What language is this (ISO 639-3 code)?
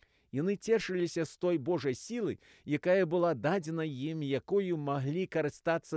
bel